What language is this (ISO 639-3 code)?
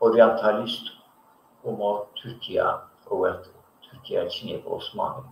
zza